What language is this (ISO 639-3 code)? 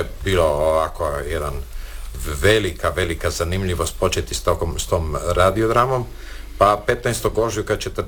hrv